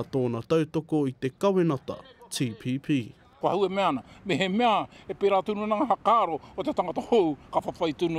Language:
Māori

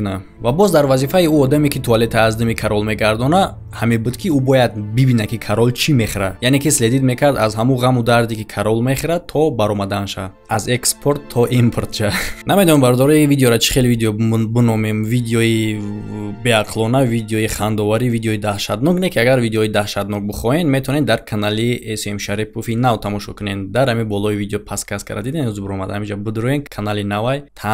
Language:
Tajik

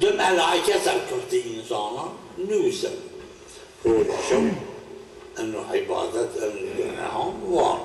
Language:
Zaza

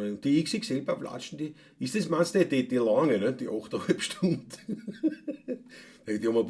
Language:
Bavarian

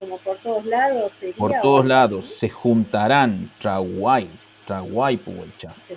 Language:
Mapuche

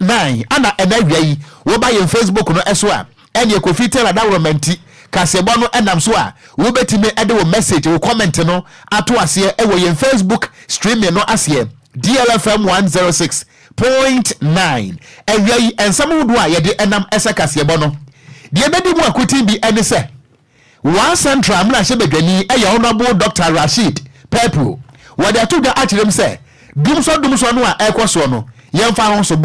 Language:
Akan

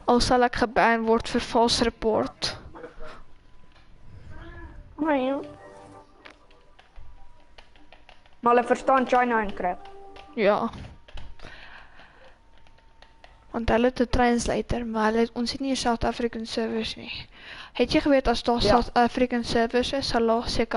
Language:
Afrikaans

